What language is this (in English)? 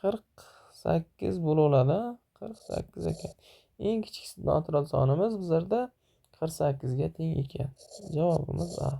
Uzbek